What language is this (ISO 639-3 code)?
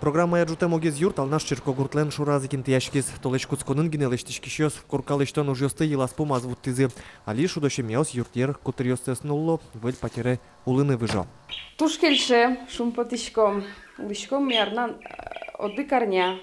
udm